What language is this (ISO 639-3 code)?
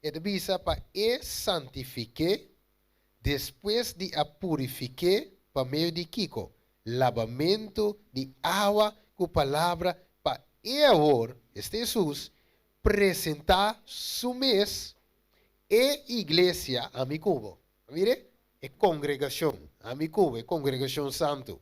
pap